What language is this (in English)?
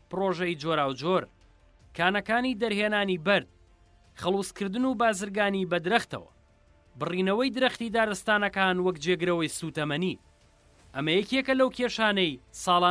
Central Kurdish